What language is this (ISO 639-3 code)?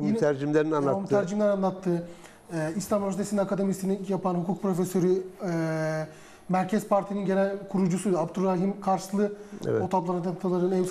tur